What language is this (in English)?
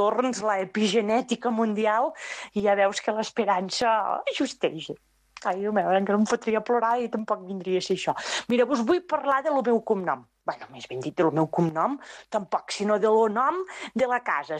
Catalan